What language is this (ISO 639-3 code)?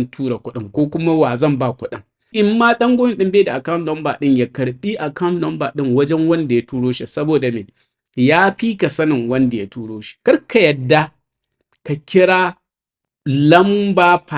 hau